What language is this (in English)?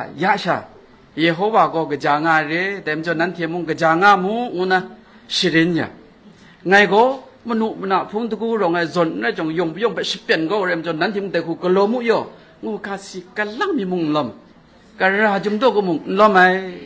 Kachin